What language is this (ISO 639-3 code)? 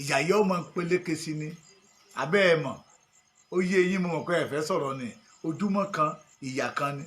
yor